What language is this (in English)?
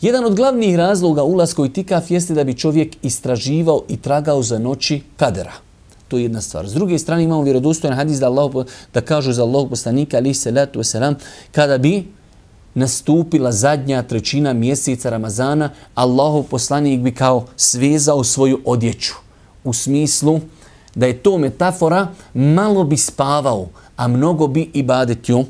Bosnian